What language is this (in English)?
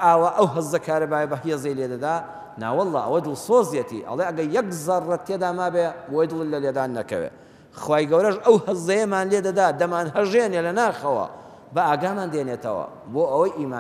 Central Kurdish